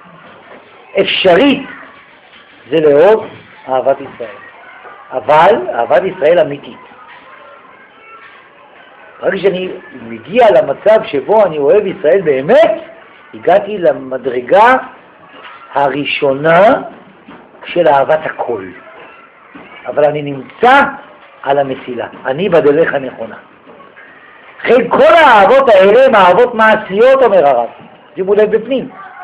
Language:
Hebrew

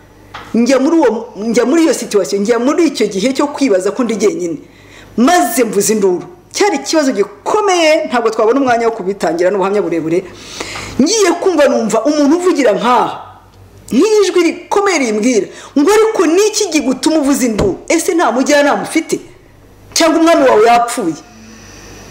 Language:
Kinyarwanda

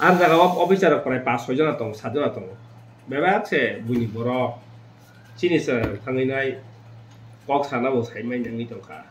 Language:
Kok Borok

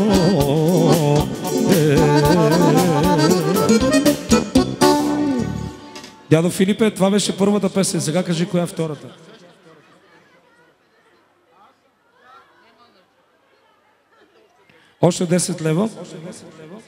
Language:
Bulgarian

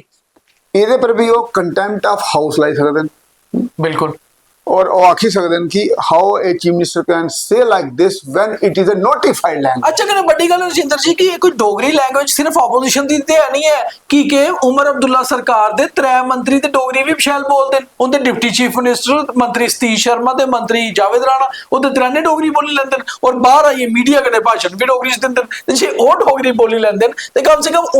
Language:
Dogri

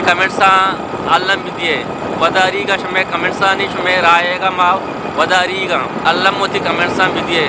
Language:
Eastern Balochi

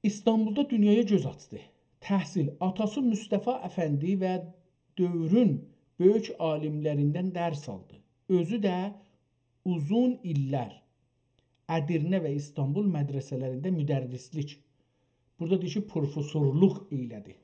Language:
South Azerbaijani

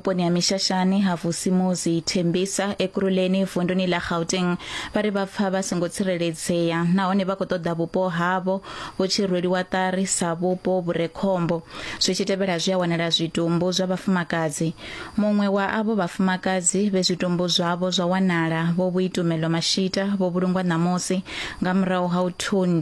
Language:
Venda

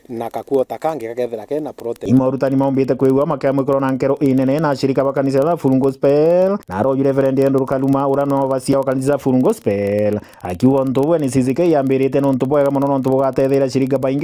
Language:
Meru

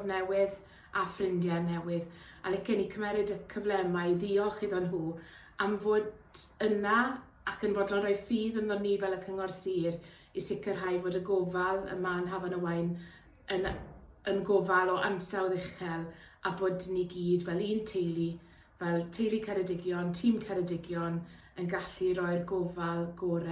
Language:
Welsh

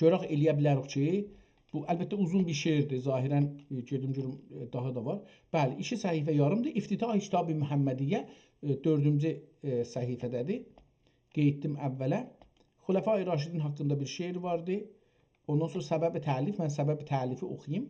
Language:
South Azerbaijani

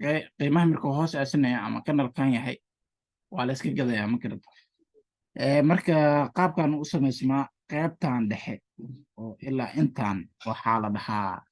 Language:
Somali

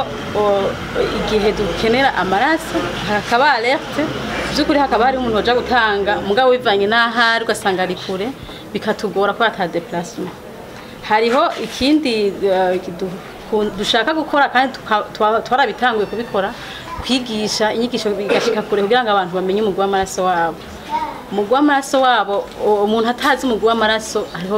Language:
Rundi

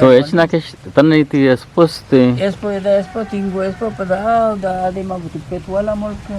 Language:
Eastern Balochi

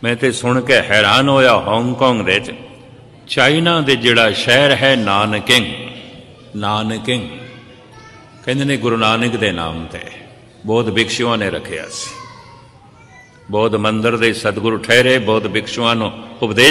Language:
Punjabi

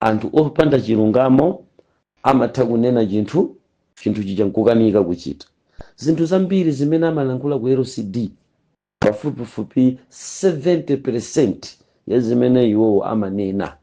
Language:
Nyanja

